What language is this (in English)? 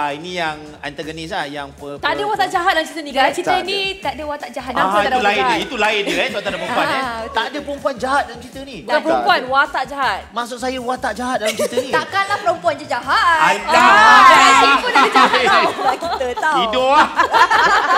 Malay